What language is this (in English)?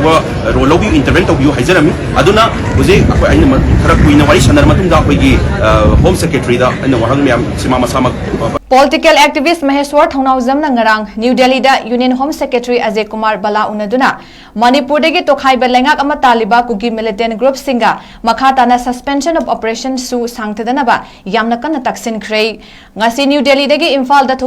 Manipuri